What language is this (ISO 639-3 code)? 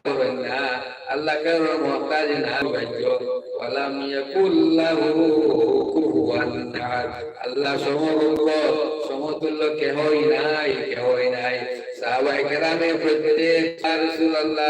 syl